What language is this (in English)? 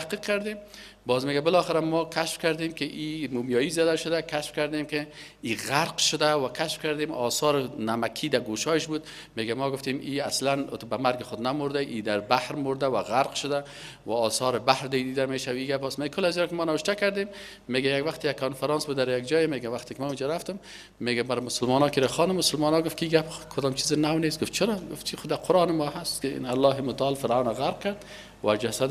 Persian